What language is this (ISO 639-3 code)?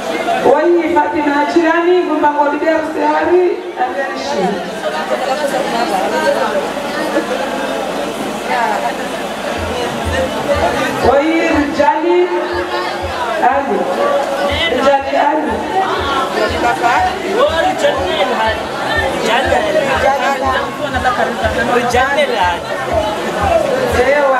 swa